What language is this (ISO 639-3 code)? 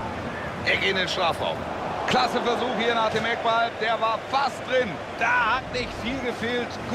deu